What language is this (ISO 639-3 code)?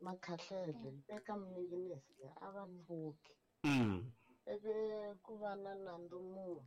tso